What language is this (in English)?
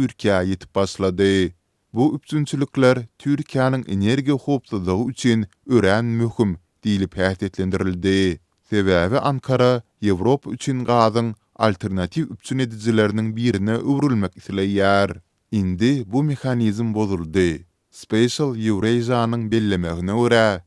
Turkmen